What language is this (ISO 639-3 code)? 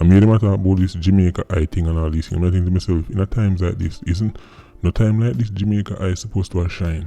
jam